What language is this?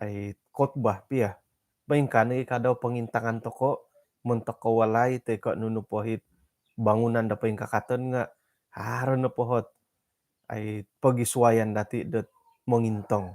Central Dusun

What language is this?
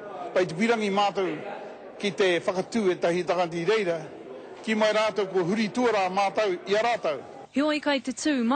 Māori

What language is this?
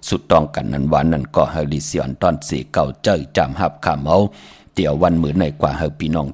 Shan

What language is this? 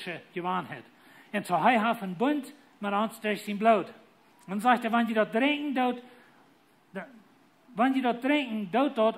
Plautdietsch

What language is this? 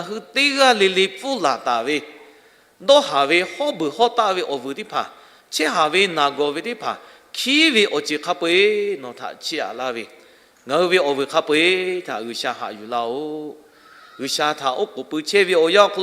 Lahu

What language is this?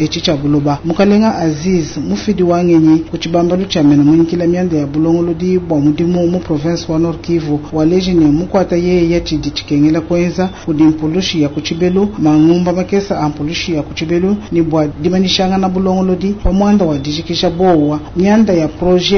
Luba-Lulua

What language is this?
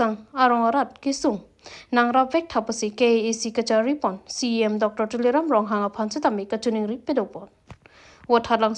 Karbi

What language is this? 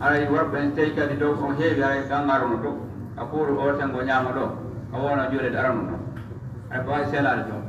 Pular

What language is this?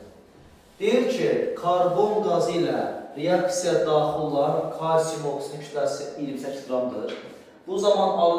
Azerbaijani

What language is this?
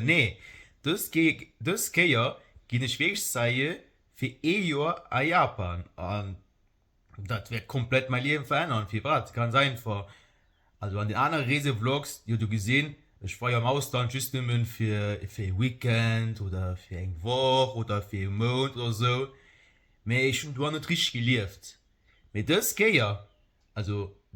Luxembourgish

